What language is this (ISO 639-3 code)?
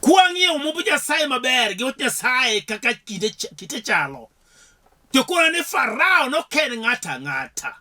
luo